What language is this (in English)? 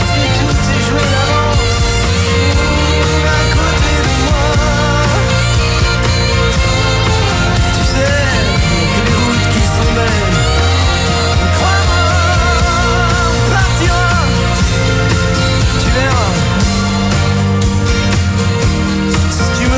French